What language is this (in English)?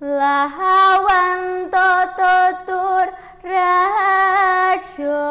Javanese